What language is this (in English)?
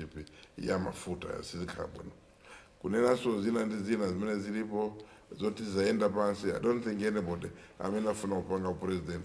Nyanja